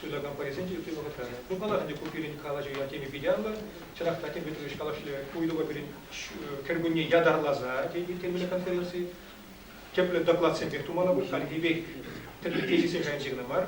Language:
Chuvash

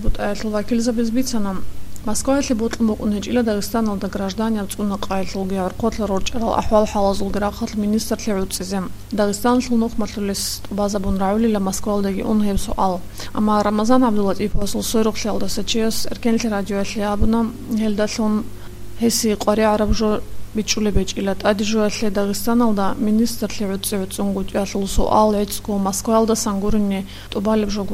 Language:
Avaric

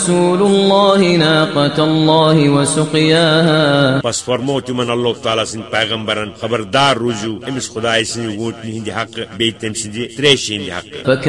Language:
Kashmiri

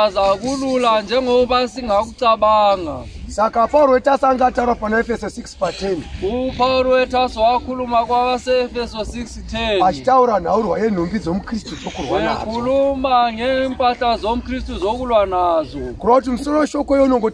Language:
Shona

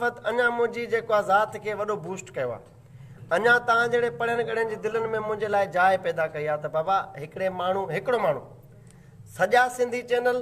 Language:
Sindhi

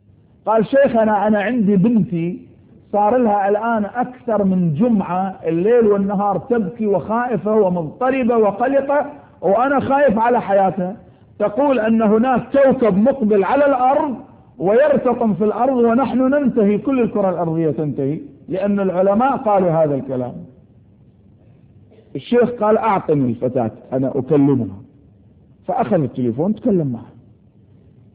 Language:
Arabic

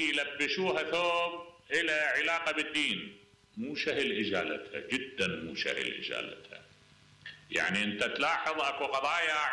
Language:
Mesopotamian Arabic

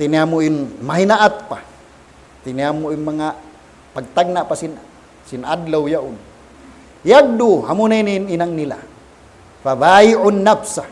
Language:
Tausug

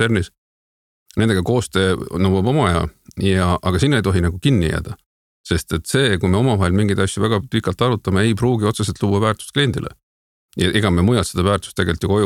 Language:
Estonian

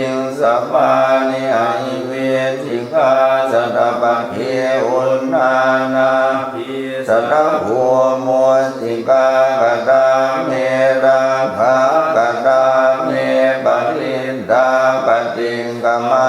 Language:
Pali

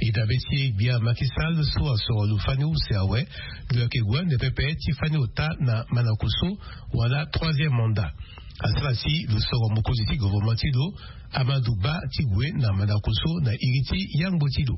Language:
Sango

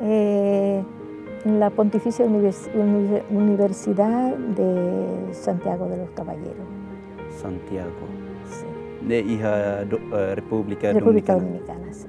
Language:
Tetum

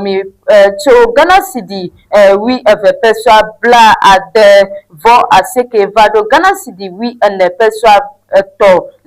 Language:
Ewe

